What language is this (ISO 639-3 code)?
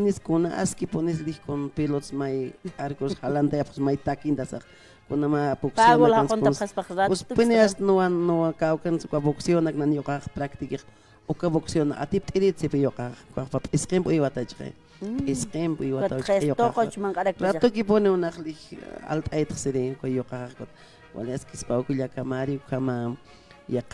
aym